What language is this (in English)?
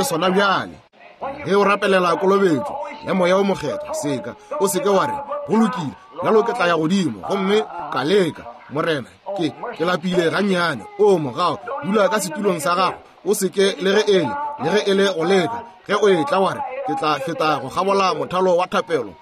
Northern Sotho